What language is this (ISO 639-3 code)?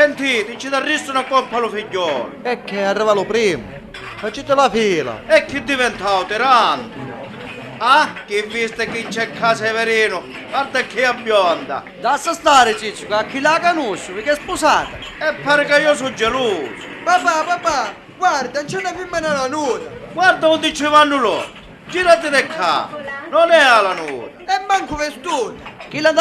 scn